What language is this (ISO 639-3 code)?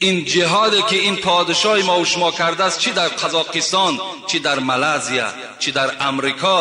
tgk